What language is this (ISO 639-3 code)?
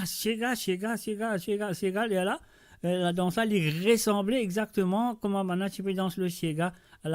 mfe